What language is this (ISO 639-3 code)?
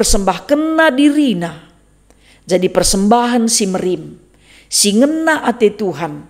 btx